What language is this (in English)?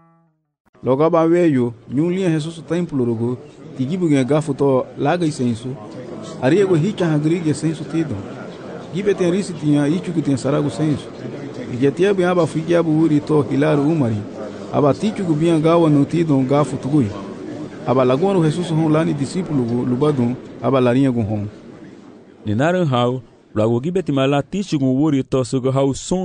Garifuna